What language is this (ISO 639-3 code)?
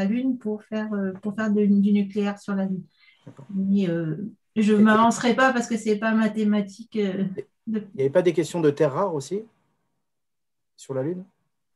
fra